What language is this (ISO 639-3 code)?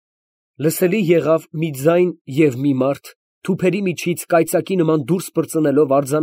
hye